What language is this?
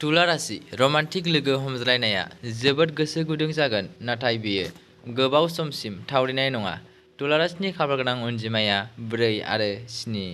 Bodo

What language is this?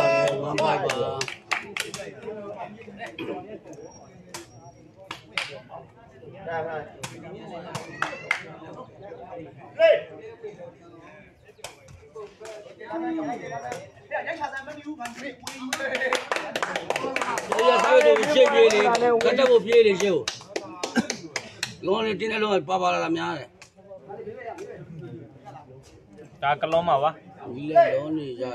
Burmese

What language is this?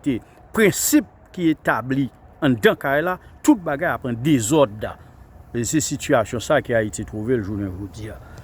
Haitian Creole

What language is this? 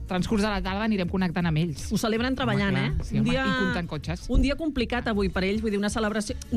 Catalan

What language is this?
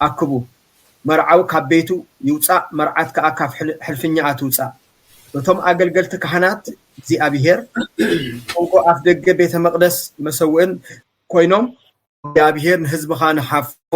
Tigrinya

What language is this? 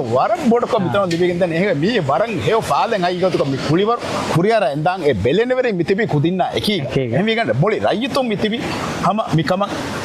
Divehi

